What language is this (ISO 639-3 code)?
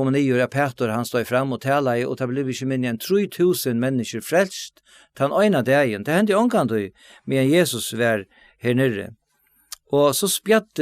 fao